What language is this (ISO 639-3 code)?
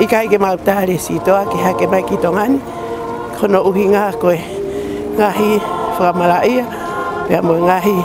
ton